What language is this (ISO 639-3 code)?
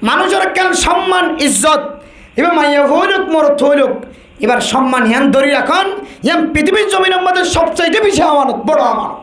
rhg